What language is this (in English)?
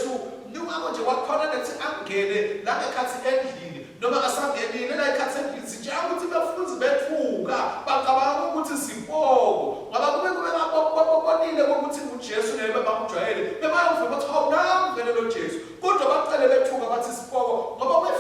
Swati